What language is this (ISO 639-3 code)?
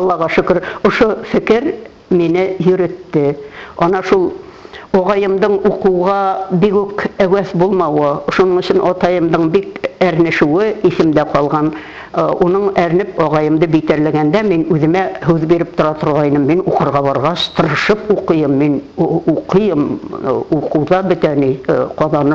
bak